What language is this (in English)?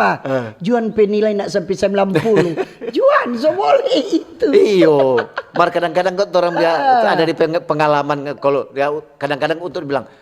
Manado Malay